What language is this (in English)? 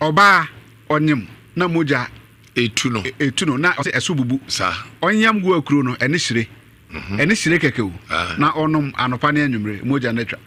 Akan